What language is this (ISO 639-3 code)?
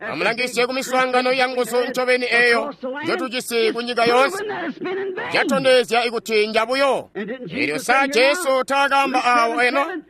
toi